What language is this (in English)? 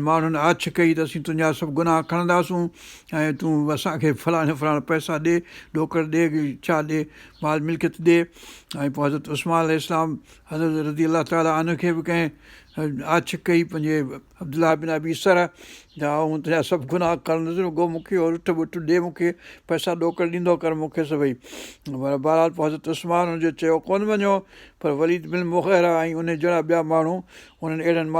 Sindhi